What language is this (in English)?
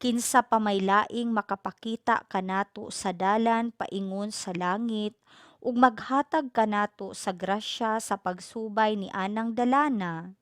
Cebuano